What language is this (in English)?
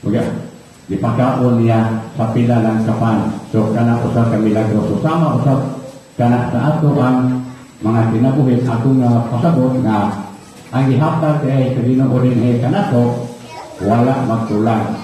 Cebuano